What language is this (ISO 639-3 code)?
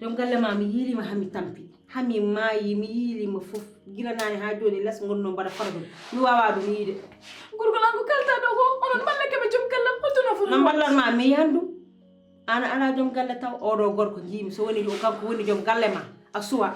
ful